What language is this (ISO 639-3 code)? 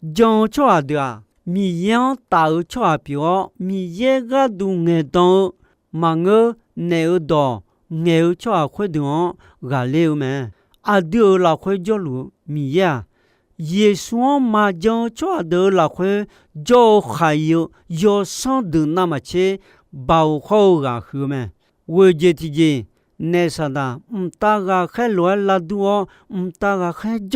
ahk